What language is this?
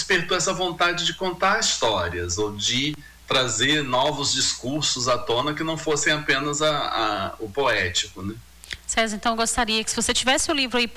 Portuguese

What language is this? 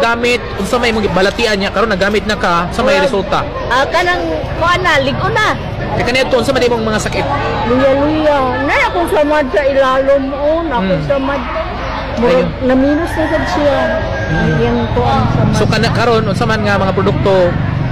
Cebuano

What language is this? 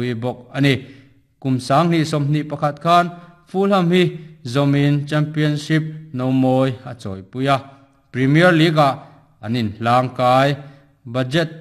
Mizo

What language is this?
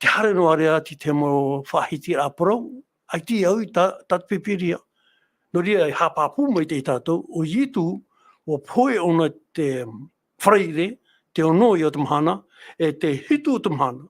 Tahitian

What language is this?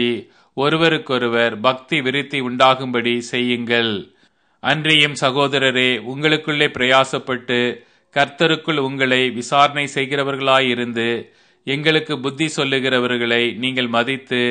Tamil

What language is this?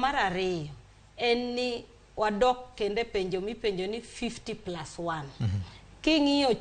Luo (Kenya and Tanzania)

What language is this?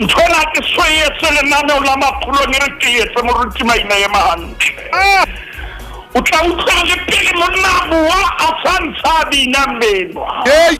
Southern Sotho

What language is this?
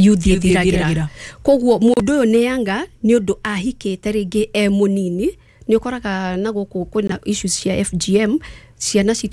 Kikuyu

